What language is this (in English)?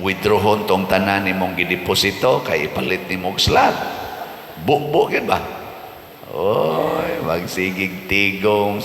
Cebuano